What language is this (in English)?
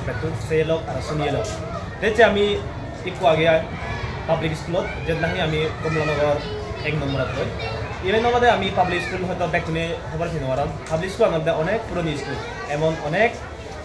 Chakma